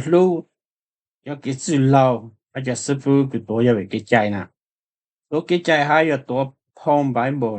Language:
Hmong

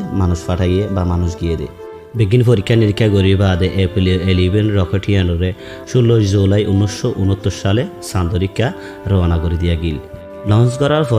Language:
Rohingya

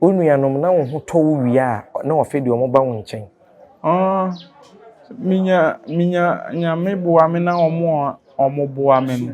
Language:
Akan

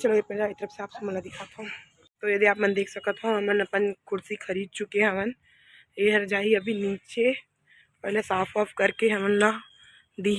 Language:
Chhattisgarhi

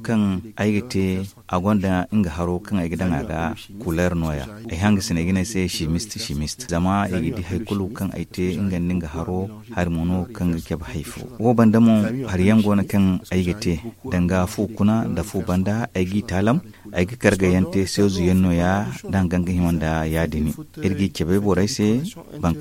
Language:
Zarma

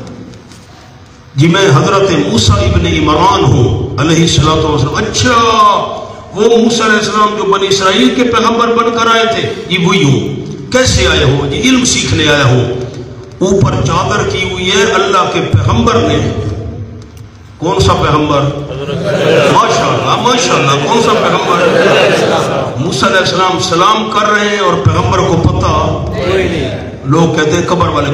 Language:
Urdu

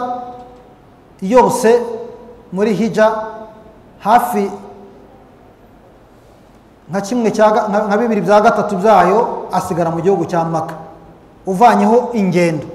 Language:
Kinyarwanda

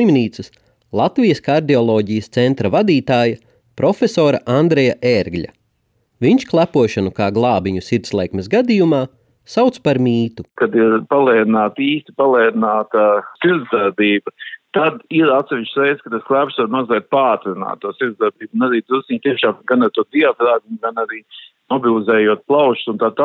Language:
Latvian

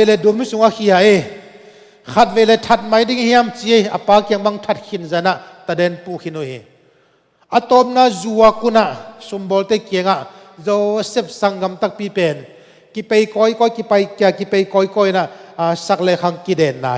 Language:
Tedim Chin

